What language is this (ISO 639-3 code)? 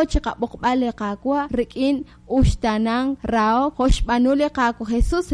kek